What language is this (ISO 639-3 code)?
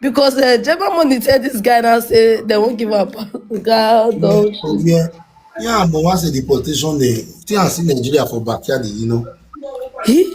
pcm